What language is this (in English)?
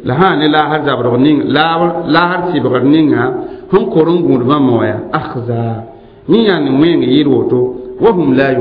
Mossi